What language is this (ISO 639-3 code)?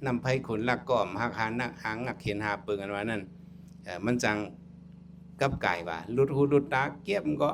shn